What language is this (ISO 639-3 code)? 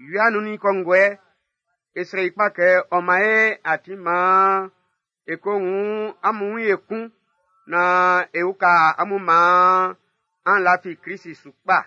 bci